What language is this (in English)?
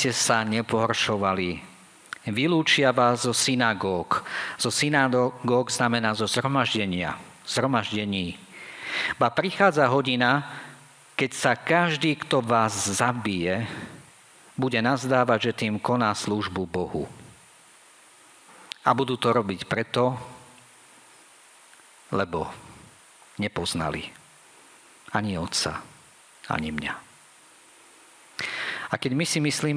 Slovak